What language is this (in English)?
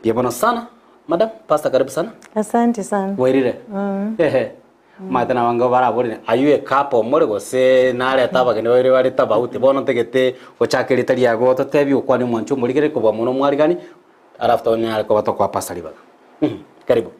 Gusii